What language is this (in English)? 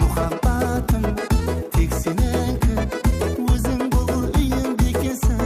Kara-Kalpak